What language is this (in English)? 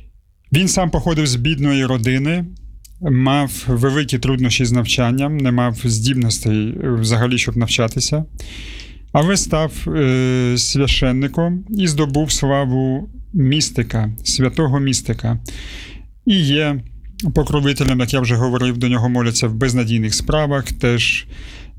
Ukrainian